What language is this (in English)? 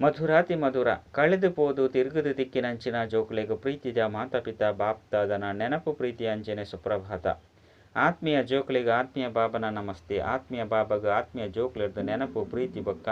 Tulu